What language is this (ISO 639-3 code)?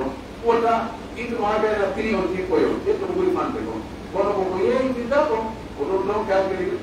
fuf